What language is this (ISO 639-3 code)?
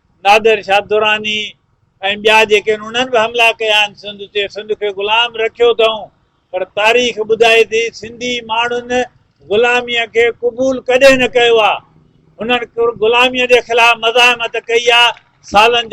snd